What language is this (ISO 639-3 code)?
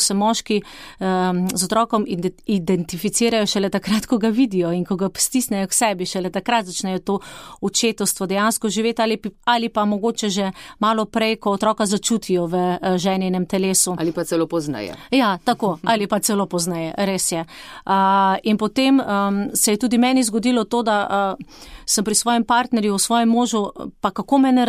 slv